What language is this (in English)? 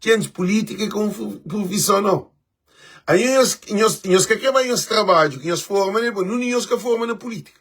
Kabuverdianu